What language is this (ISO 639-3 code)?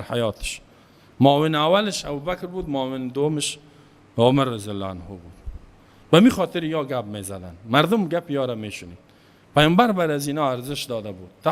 fas